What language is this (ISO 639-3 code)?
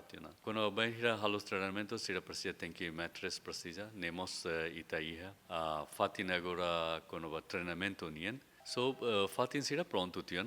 tet